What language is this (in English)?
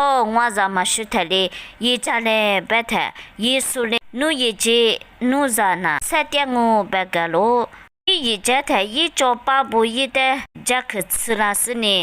Lisu